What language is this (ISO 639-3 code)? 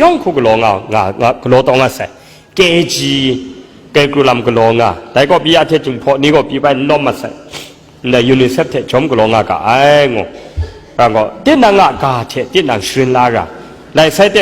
kac